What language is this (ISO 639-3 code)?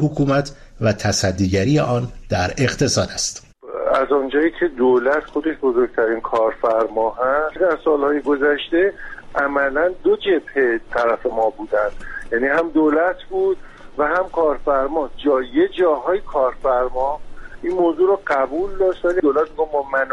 fas